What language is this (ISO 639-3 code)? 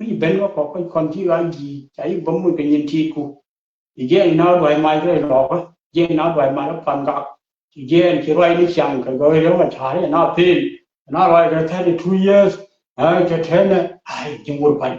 nus